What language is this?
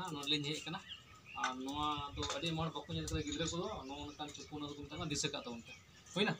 Santali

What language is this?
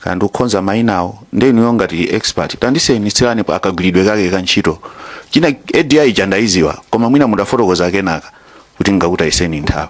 Nyanja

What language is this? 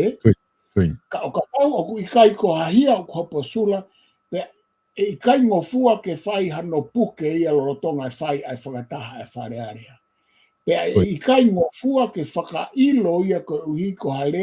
Tongan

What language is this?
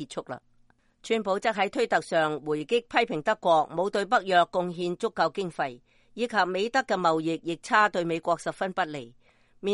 Cantonese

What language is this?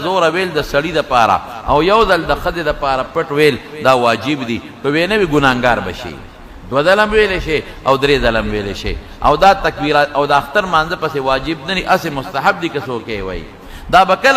Pashto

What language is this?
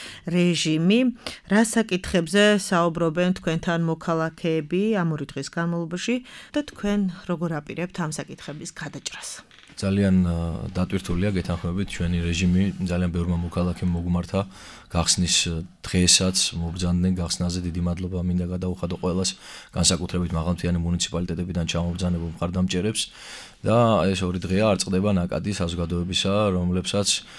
Georgian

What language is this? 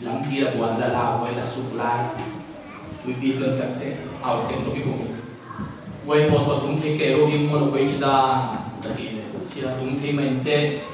Tedim Chin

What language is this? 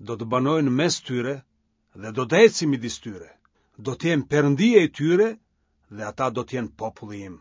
Albanian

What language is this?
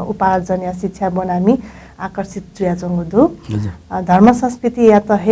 Newari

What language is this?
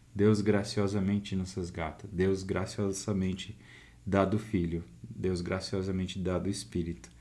Portuguese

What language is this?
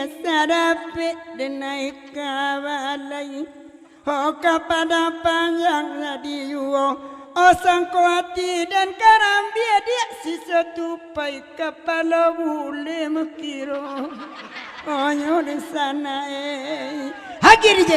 Minangkabau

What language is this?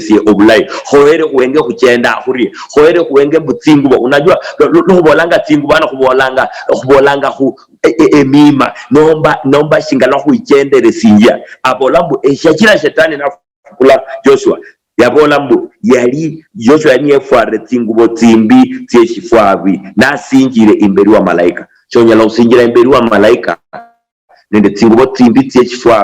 Luyia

